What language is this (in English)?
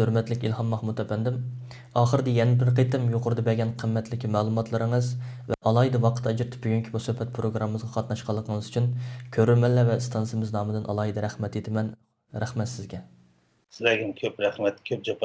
Uyghur